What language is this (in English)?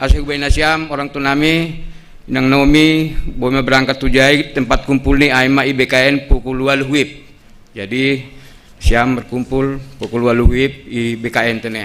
Batak Simalungun